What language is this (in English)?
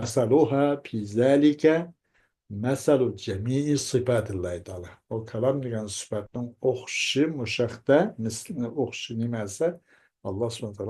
Uyghur